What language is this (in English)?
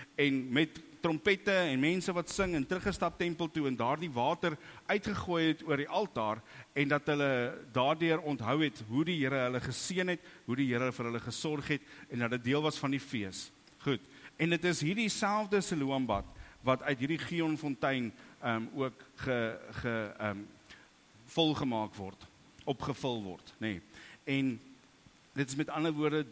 Afrikaans